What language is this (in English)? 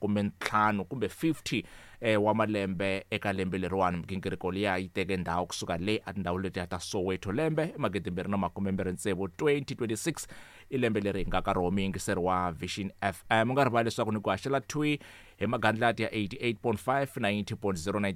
Tsonga